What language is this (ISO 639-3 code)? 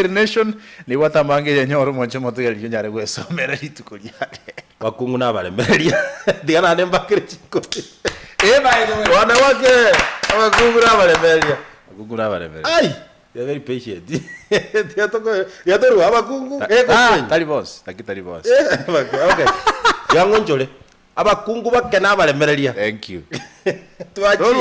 guz